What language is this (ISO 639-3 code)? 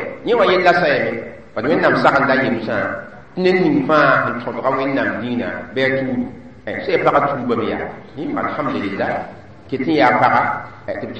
mos